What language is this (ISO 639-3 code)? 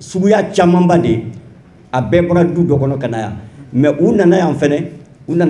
bam